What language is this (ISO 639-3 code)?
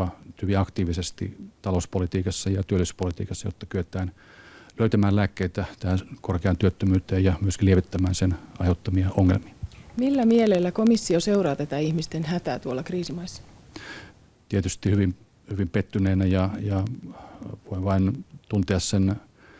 fin